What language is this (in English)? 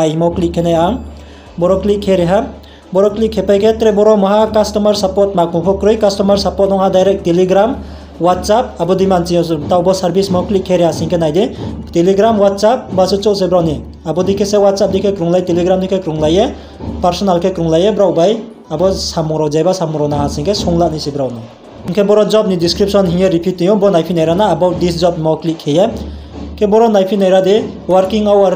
Riang (India)